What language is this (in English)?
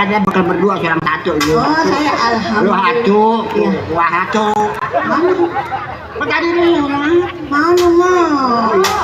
Betawi